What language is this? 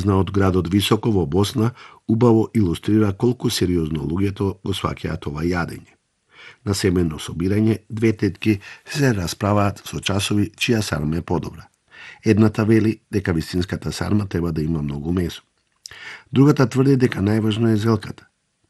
Macedonian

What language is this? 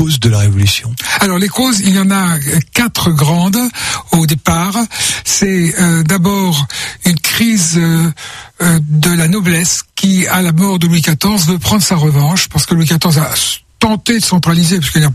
French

